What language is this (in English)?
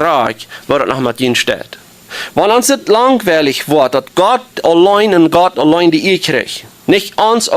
Plautdietsch